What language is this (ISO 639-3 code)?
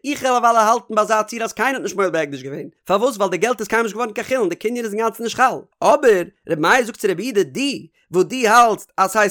yid